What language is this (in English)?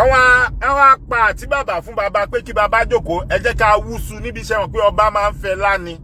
Yoruba